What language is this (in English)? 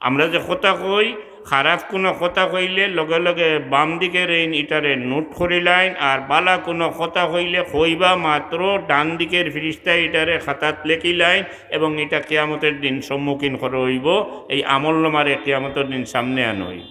Sylheti